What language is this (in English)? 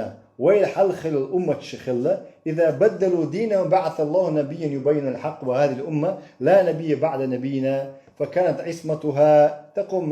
Chechen